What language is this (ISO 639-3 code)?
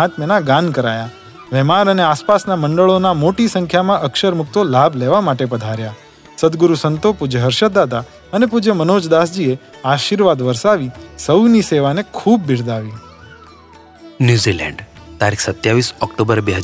guj